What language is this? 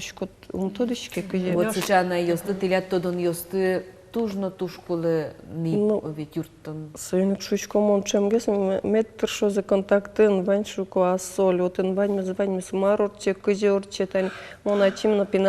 Udmurt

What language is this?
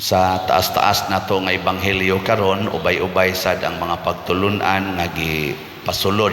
Cebuano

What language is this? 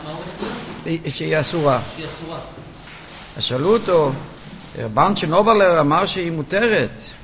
Hebrew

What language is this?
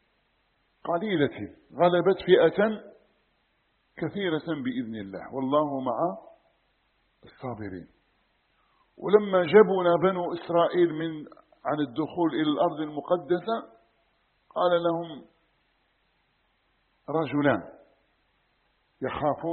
Arabic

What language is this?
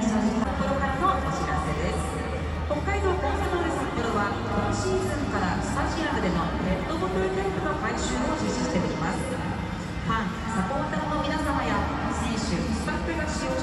Japanese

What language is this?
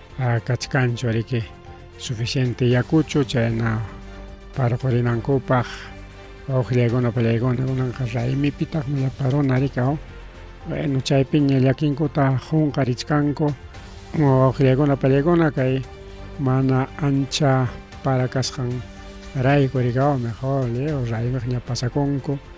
Ayacucho Quechua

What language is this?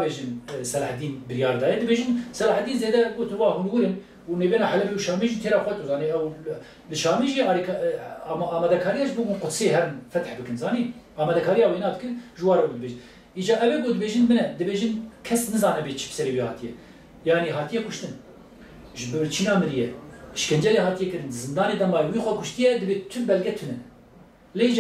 Kurdish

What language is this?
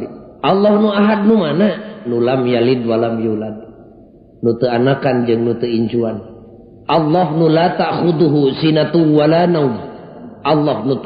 Sundanese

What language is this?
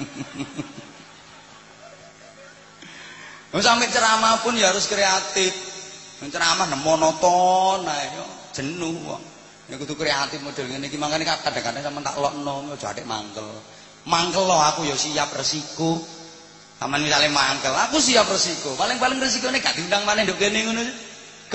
Javanese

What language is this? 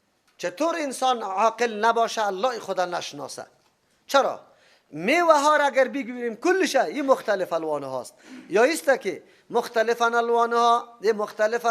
Persian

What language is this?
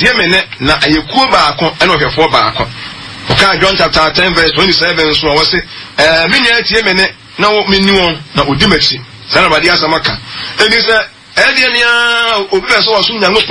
Akan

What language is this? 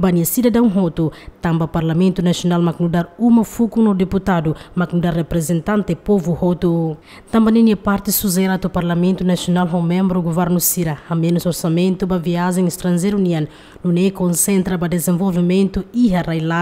Tetum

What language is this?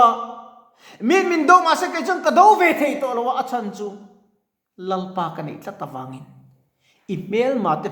Mizo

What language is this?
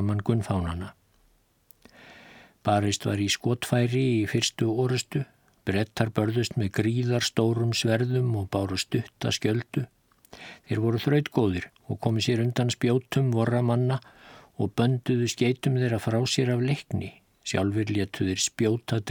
Icelandic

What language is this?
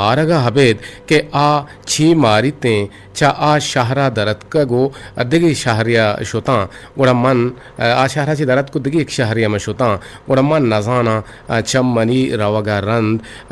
Eastern Balochi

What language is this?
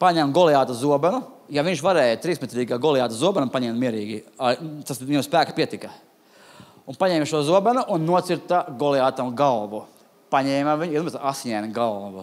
Latvian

